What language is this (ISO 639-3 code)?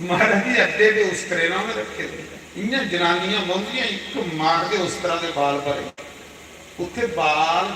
doi